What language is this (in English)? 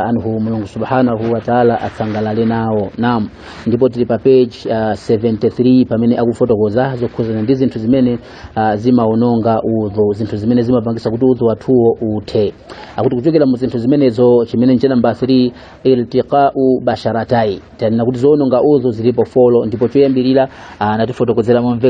Nyanja